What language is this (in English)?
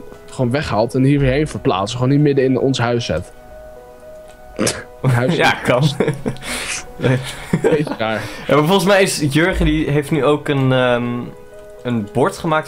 Dutch